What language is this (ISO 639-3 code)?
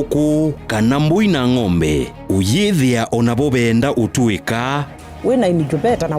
kam